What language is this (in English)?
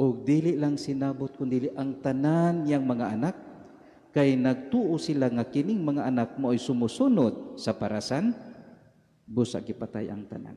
Cebuano